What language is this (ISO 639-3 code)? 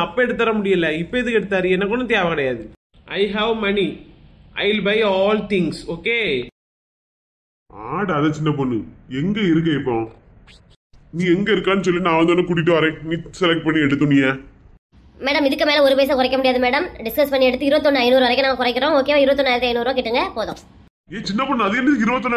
tam